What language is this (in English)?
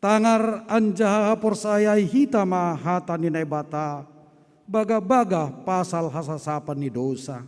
Batak Simalungun